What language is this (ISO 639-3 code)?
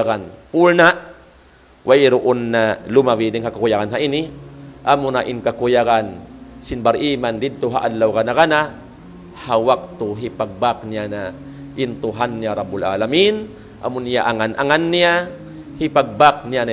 tsg